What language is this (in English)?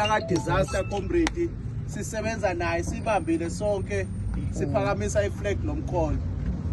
Zulu